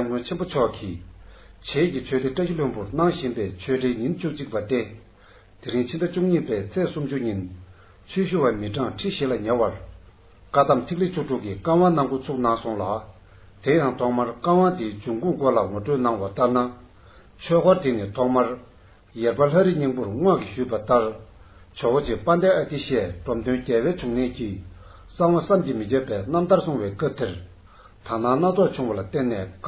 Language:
Tibetan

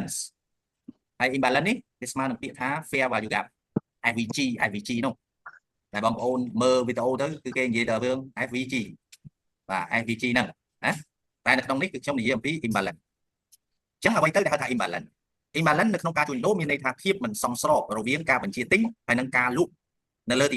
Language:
Khmer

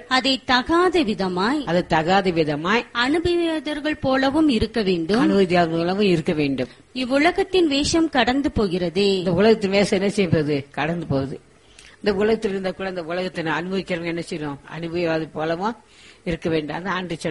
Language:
Tamil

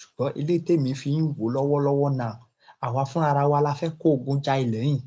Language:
Yoruba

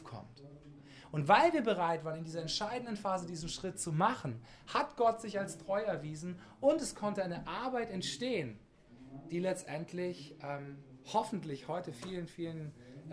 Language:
German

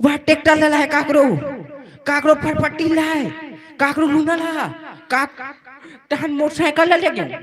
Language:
Chhattisgarhi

